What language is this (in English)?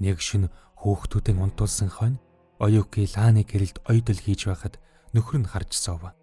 Mongolian